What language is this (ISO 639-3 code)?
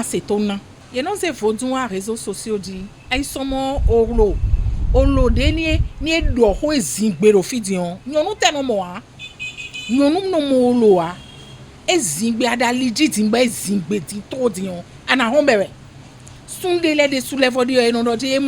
fon